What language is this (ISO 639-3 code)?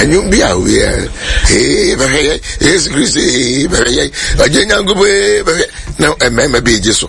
aka